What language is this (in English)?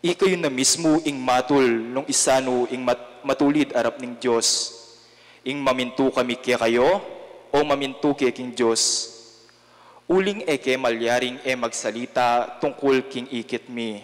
Pampanga